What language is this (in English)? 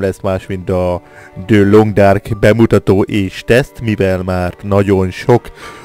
Hungarian